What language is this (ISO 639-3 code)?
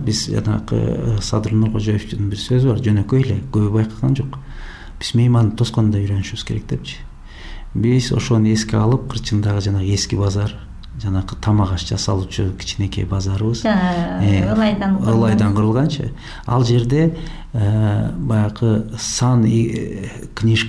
kir